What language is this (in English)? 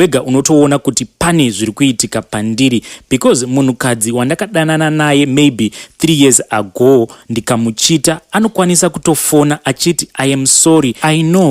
Shona